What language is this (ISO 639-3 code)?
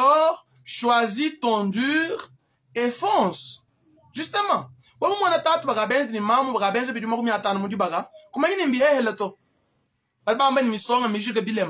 lua